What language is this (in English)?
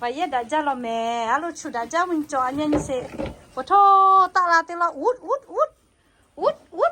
Lahu